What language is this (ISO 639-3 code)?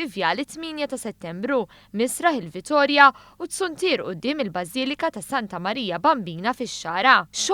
mlt